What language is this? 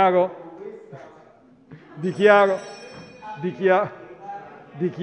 Italian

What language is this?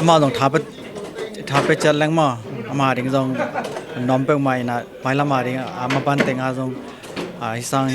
Tedim Chin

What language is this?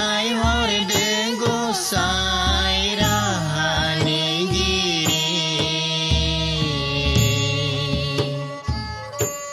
Bodo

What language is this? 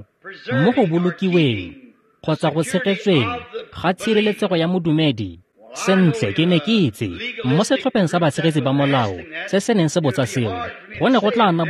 Tswana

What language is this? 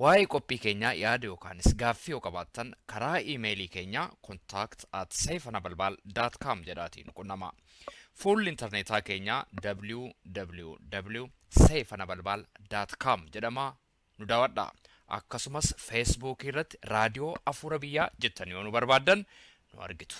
Oromo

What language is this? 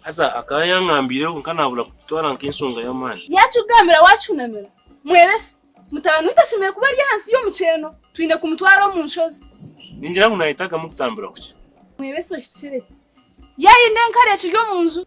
Nyankole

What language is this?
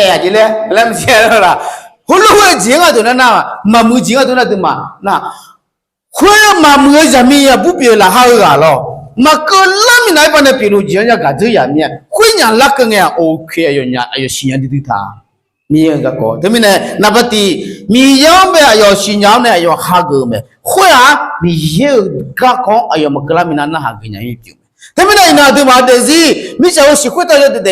Akha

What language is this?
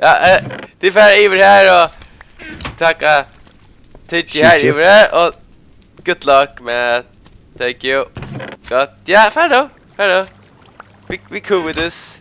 Faroese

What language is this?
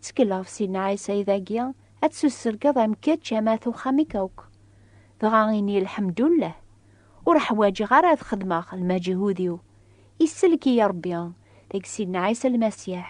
Kabyle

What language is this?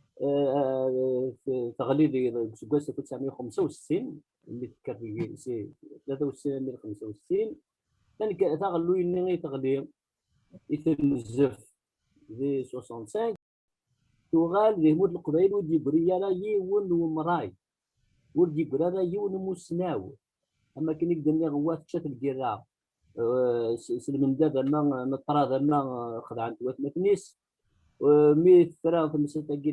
Kabyle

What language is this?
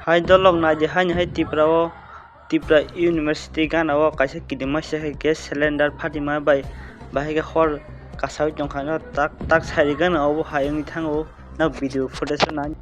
Kok Borok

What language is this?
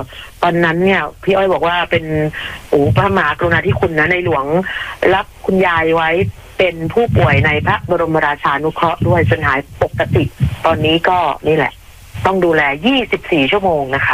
Thai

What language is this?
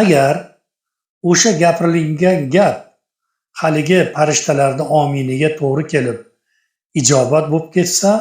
Uzbek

